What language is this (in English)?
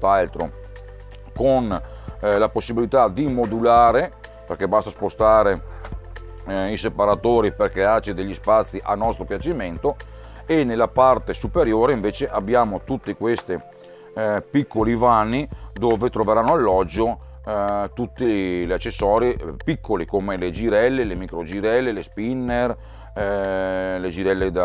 Italian